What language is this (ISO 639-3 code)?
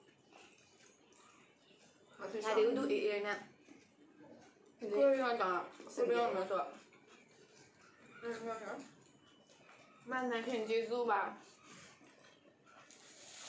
mya